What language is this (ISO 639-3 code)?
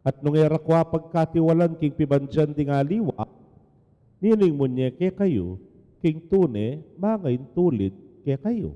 pam